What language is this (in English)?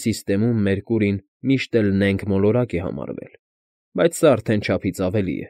Armenian